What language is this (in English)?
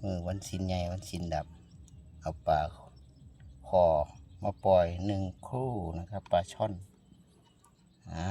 Lao